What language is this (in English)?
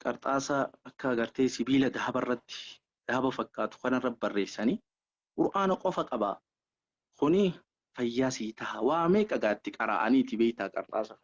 Oromo